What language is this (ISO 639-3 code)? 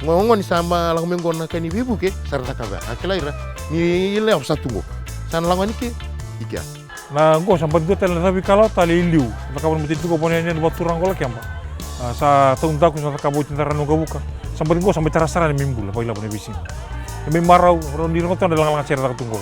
fij